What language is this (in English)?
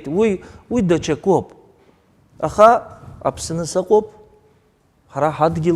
Abkhazian